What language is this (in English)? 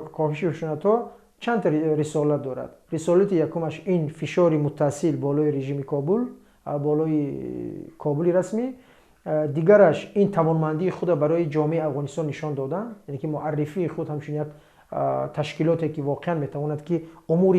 Tajik